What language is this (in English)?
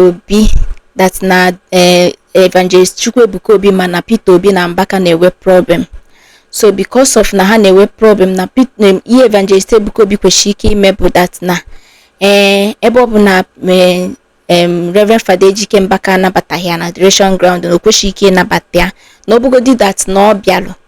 Igbo